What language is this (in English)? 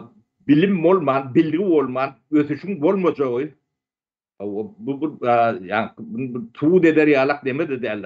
Turkmen